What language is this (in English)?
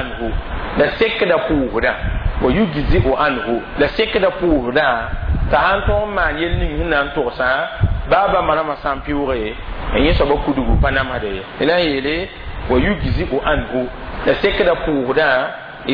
Mossi